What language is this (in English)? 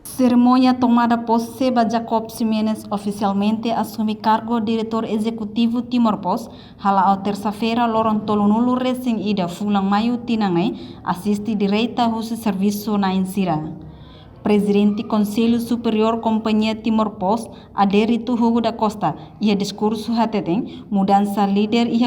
Tetum